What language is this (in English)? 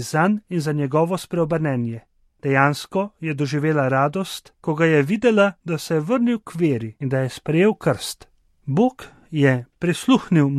Slovenian